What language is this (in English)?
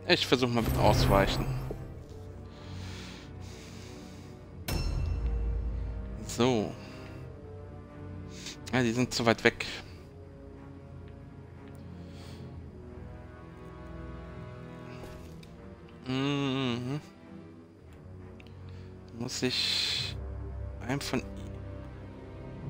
German